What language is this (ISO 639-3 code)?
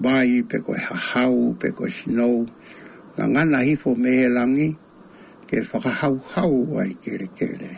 ton